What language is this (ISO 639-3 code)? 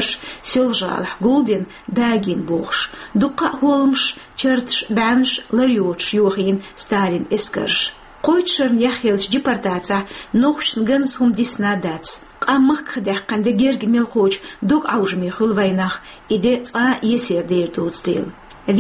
che